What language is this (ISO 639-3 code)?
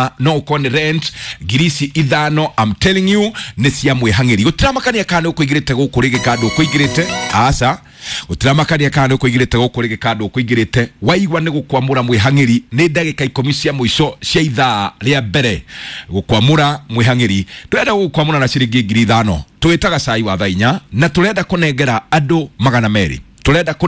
kik